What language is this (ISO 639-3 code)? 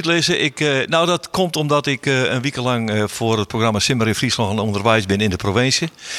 fry